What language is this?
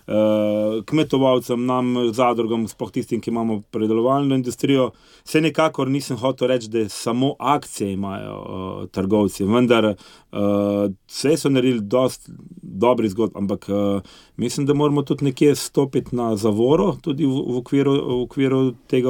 Slovenian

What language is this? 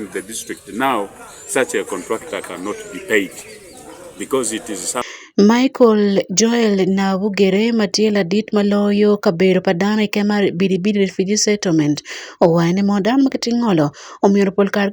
Acoli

